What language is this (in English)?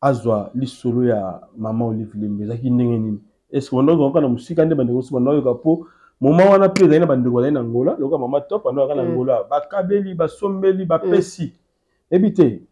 Lingala